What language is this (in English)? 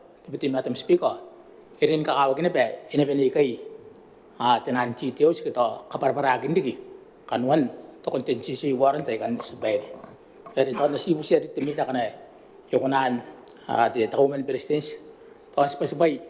Gilbertese